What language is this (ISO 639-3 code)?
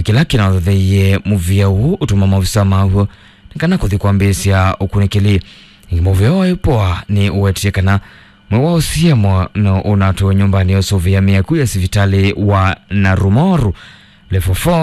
kam